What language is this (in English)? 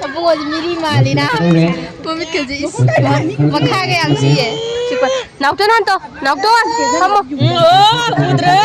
Manipuri